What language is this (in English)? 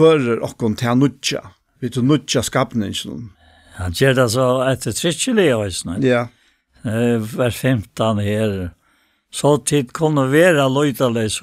Faroese